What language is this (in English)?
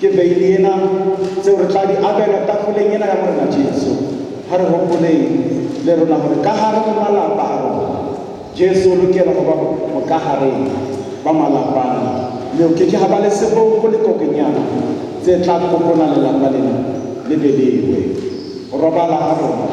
Southern Sotho